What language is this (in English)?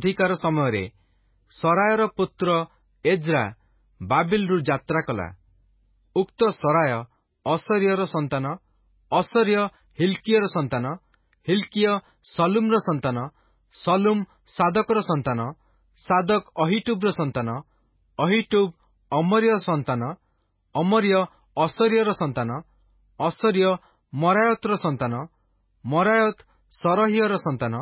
Odia